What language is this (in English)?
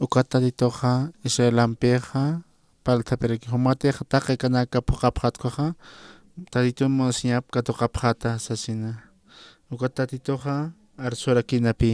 Aymara